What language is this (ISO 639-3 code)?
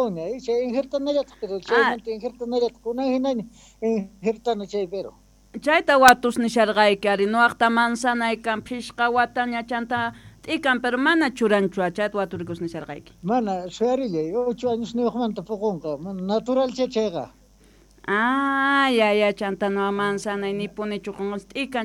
quh